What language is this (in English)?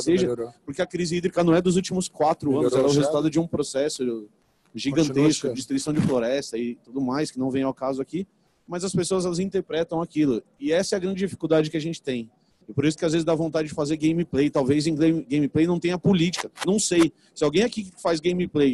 Portuguese